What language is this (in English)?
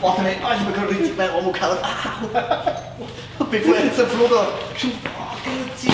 Bavarian